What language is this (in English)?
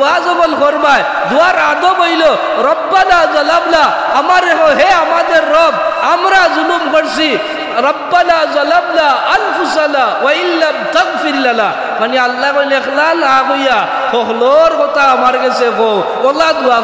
Sylheti